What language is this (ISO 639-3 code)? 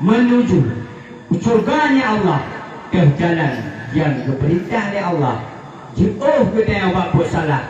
ace